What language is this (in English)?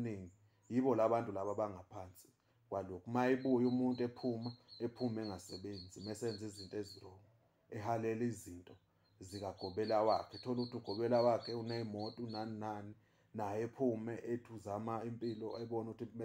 Zulu